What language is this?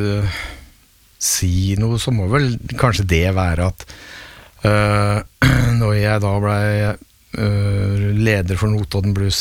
Norwegian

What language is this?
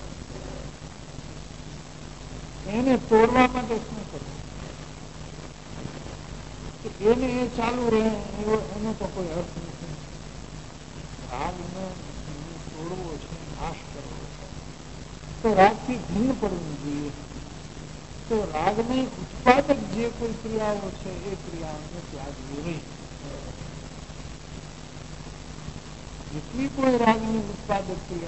Gujarati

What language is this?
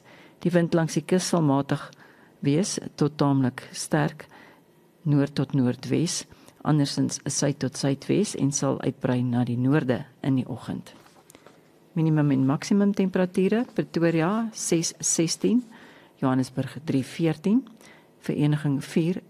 Afrikaans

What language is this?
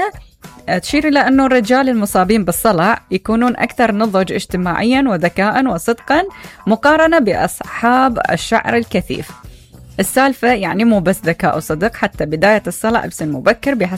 Mesopotamian Arabic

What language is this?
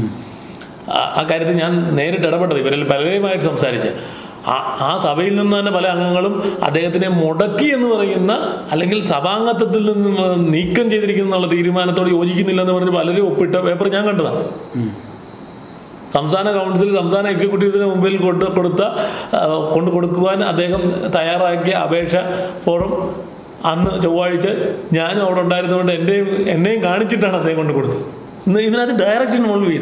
Malayalam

